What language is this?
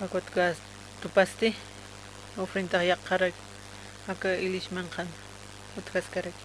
Aymara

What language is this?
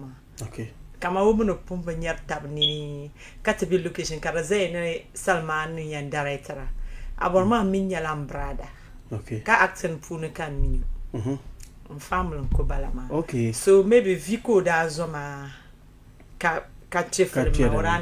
Dagbani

